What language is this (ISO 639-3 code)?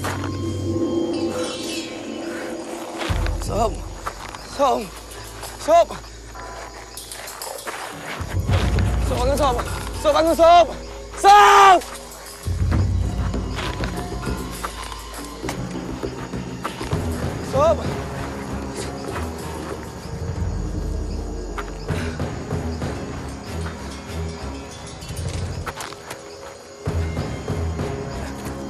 msa